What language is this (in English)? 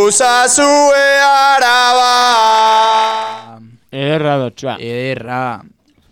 Basque